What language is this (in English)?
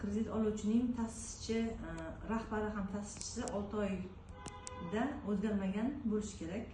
Uzbek